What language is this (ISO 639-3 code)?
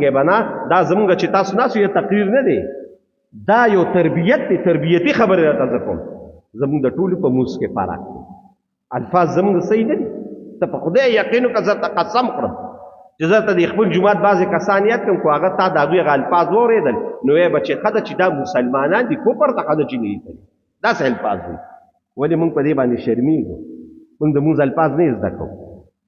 pus